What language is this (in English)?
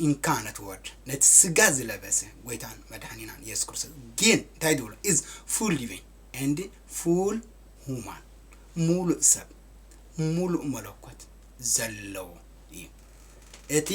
Tigrinya